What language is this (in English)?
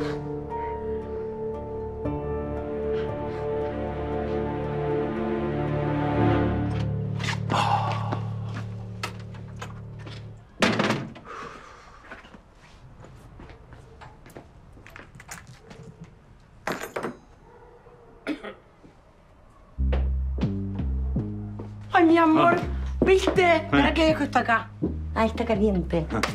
Spanish